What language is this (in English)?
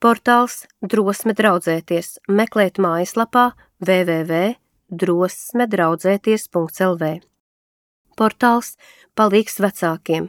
Latvian